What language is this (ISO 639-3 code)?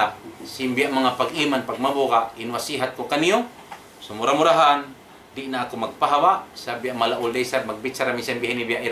tsg